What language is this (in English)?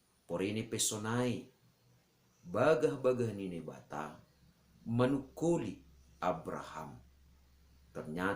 Batak Simalungun